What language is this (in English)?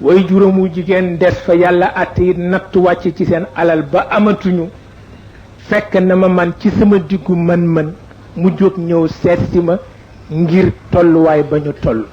Wolof